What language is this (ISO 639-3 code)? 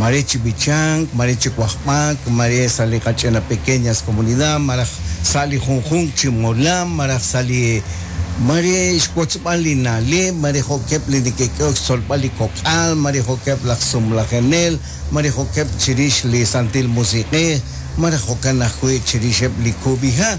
kek